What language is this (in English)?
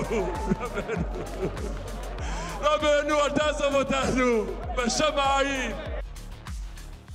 Hebrew